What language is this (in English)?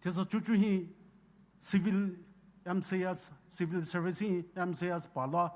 Poumei Naga